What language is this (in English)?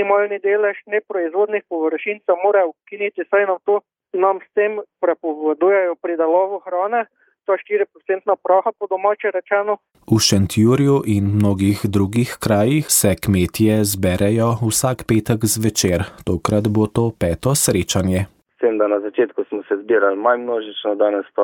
Slovenian